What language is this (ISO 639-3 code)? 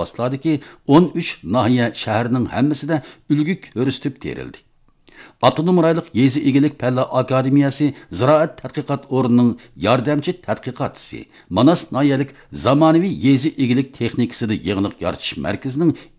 uig